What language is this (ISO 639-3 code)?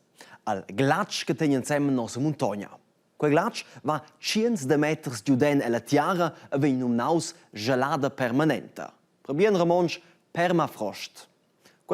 roh